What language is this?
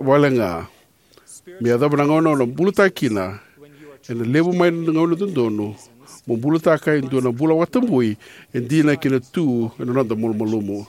Fijian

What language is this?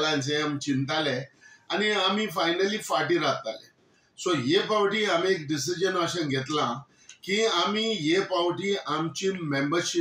Konkani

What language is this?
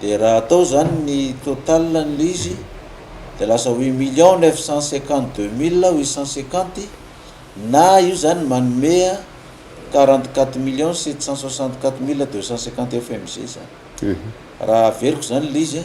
Malagasy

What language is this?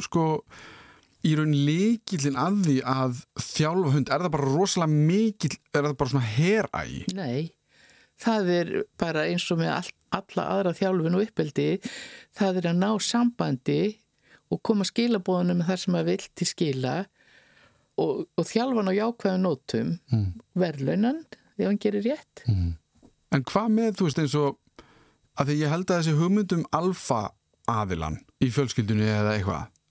Icelandic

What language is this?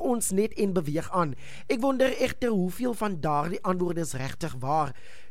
Afrikaans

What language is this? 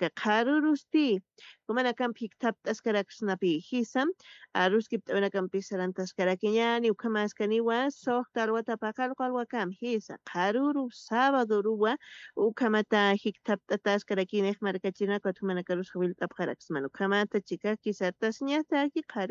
Aymara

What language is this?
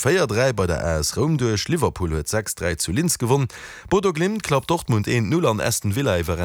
Luxembourgish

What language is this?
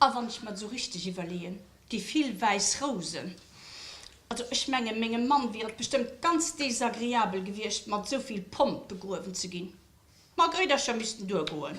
Luxembourgish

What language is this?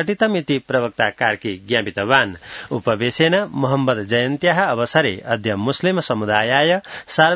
Sanskrit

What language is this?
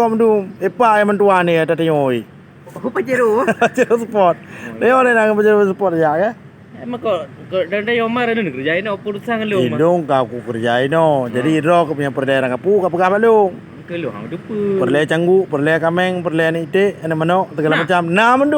Achinese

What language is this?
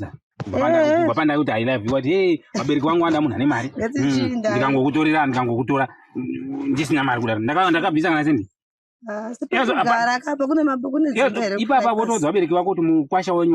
Shona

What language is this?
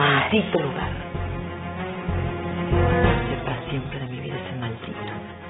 Spanish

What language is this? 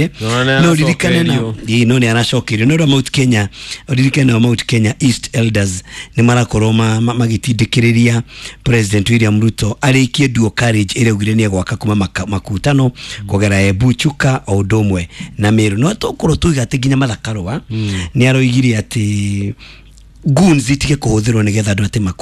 Kikuyu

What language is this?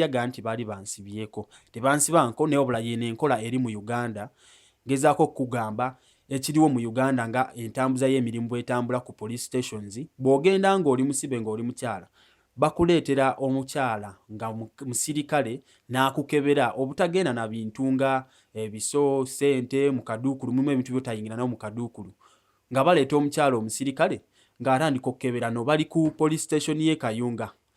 Ganda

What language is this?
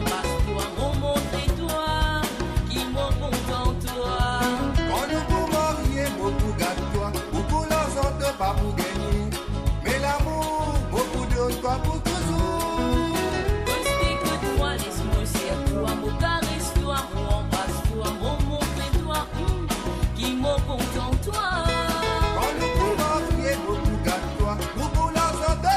Morisyen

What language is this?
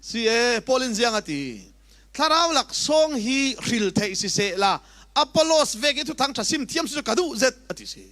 Falam Chin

